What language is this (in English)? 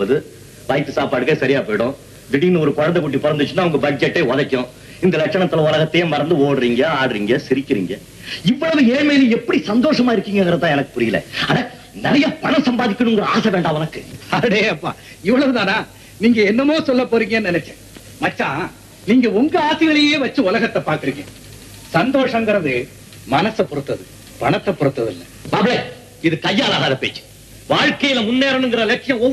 Tamil